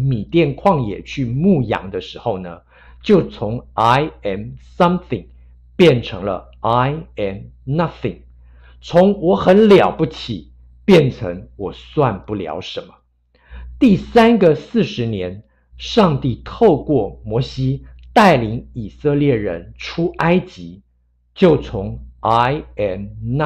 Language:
Chinese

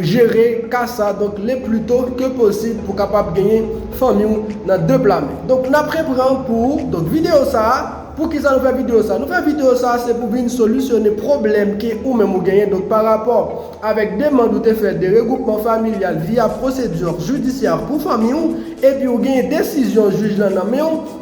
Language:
Haitian Creole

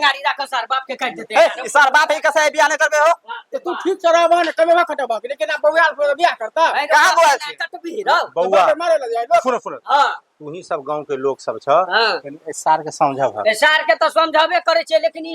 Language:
Maithili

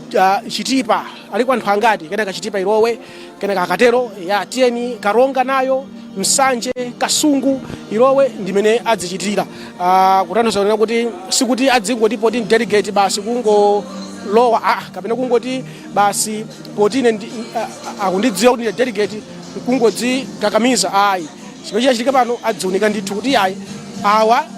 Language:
Nyanja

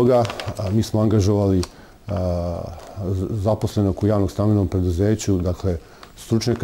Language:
Serbian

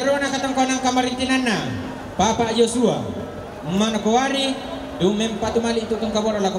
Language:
Toraja-Sa'dan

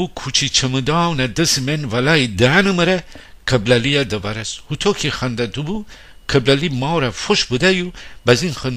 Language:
Gilaki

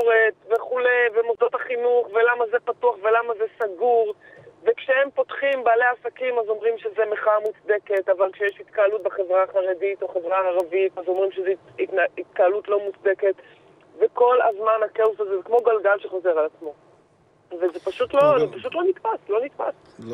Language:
Hebrew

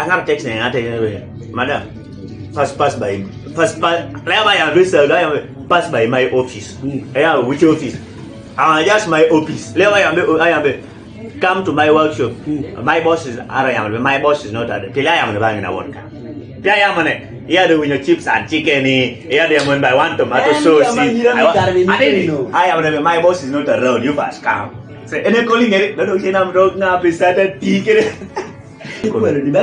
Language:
Kumam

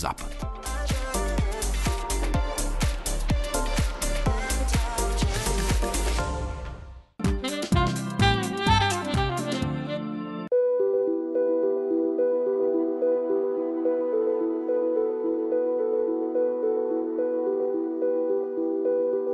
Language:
Bulgarian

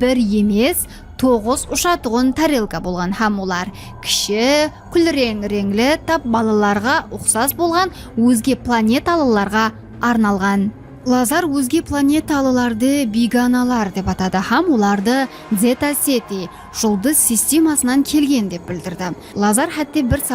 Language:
Kara-Kalpak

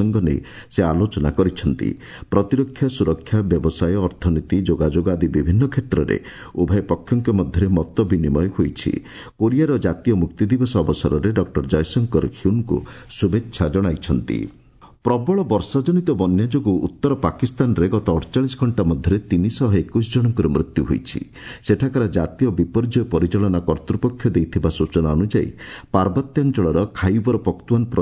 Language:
Odia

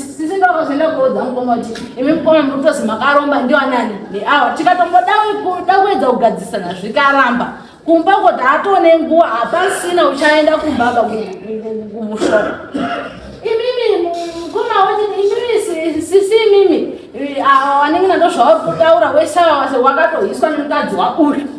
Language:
Shona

